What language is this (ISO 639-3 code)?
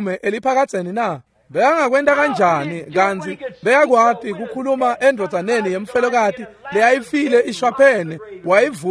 ssw